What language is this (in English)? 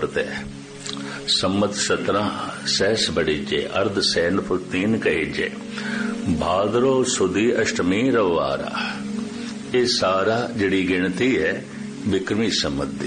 Punjabi